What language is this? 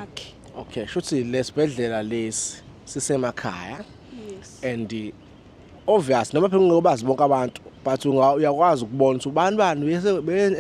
Zulu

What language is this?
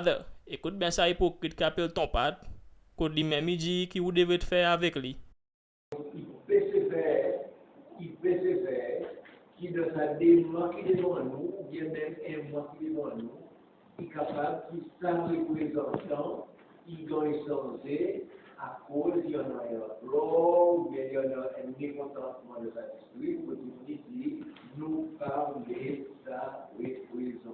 Seselwa Creole French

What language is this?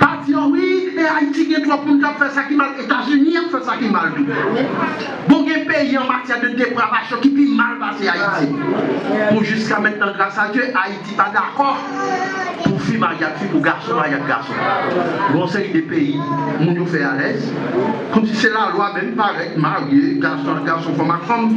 Haitian Creole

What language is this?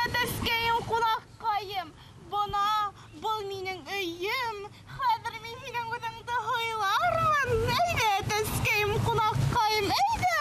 Bashkir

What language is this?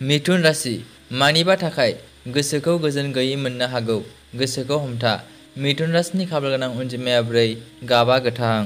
Bodo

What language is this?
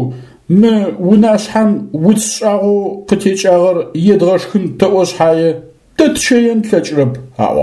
Adyghe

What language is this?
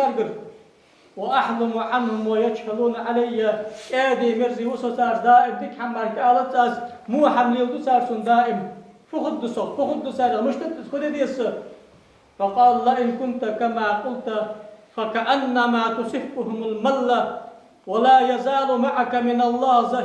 Ingush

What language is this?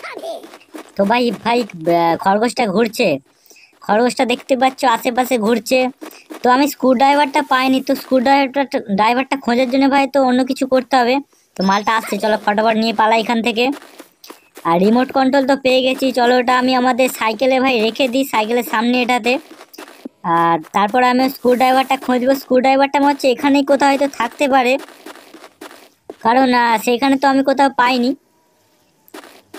Bangla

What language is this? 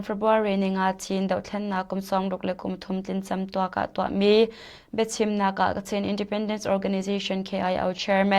Hakha Chin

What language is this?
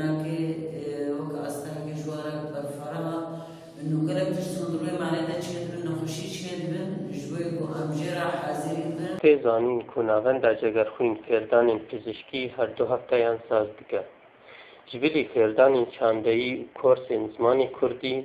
Kurdish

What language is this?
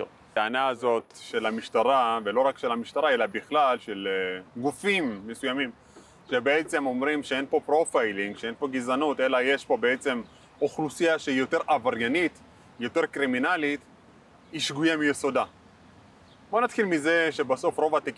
Hebrew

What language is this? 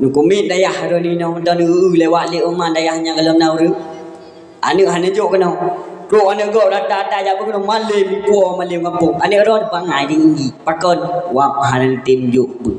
Achinese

